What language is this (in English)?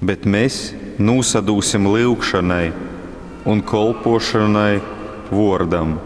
Latgalian